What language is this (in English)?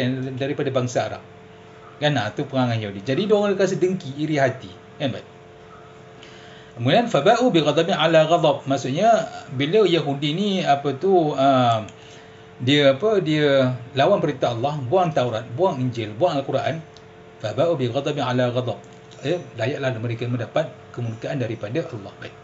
Malay